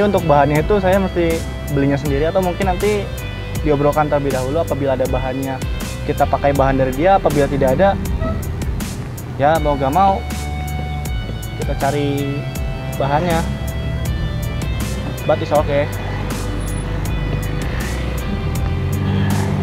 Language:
Indonesian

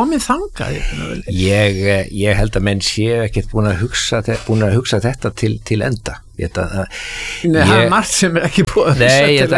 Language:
Icelandic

